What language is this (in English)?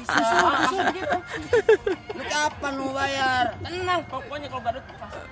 Betawi